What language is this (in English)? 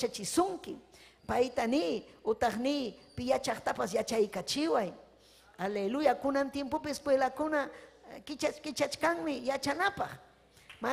Ayacucho Quechua